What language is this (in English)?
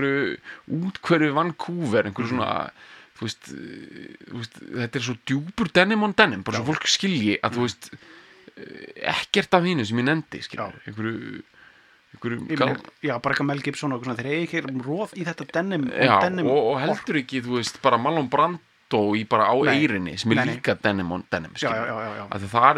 Icelandic